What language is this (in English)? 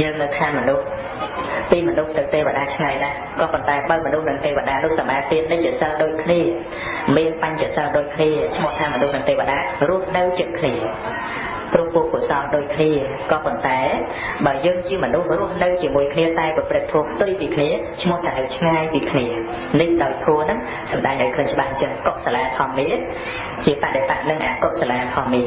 Khmer